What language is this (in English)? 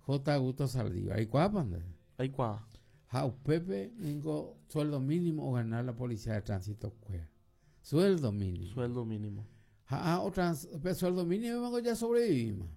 Guarani